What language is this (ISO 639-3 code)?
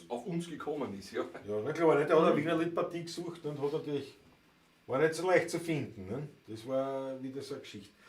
bar